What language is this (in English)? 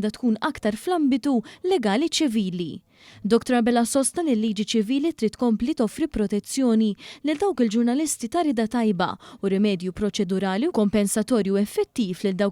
Maltese